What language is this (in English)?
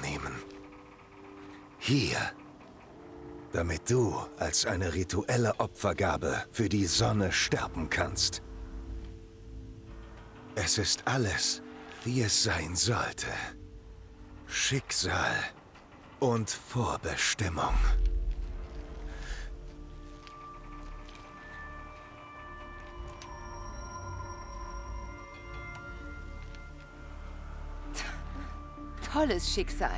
German